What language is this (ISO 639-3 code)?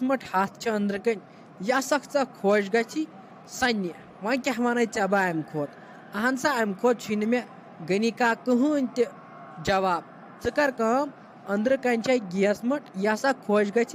kas